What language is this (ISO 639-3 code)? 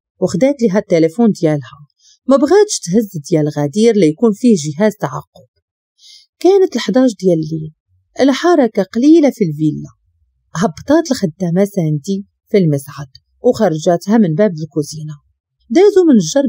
ary